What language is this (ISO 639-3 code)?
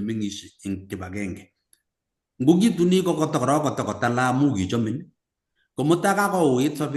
kln